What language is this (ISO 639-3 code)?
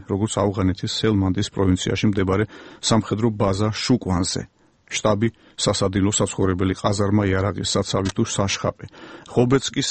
kat